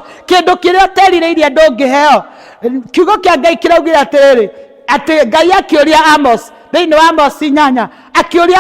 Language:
Kikuyu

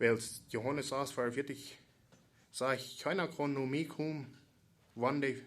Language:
Plautdietsch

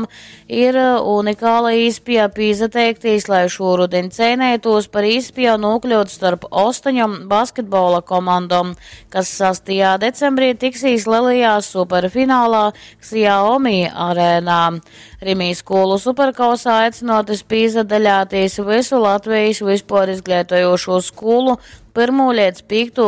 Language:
Latgalian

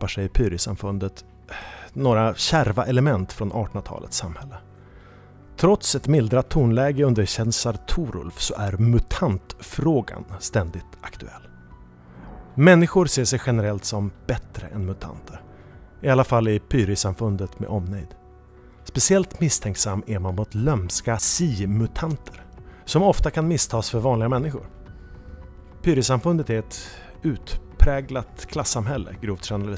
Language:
Swedish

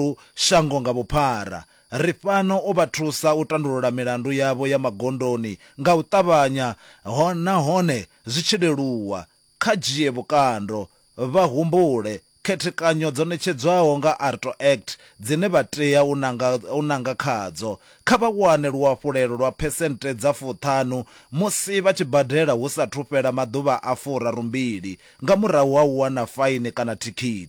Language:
Venda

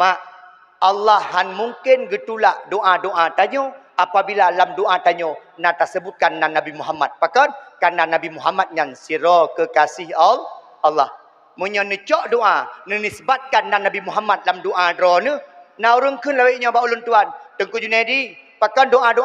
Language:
Achinese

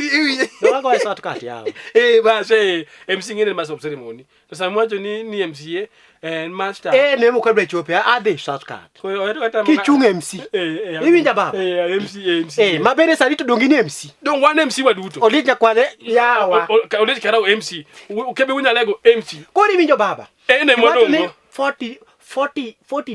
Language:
Luo (Kenya and Tanzania)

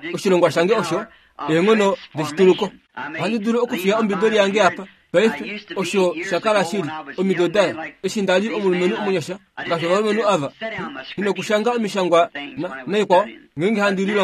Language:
Kuanyama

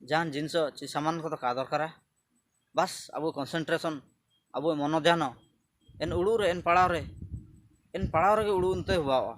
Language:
Ho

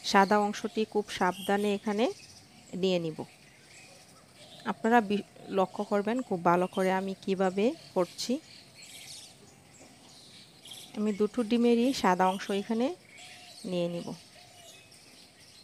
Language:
Bangla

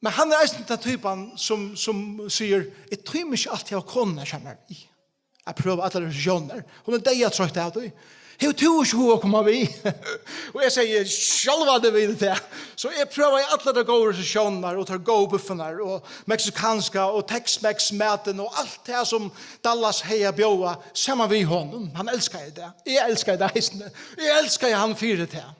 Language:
Faroese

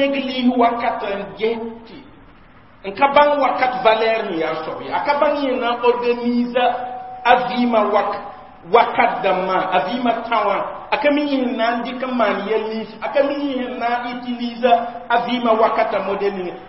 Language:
Mossi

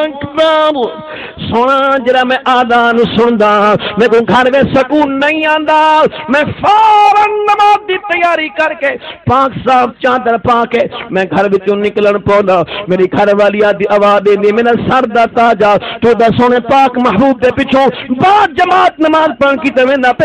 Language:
Saraiki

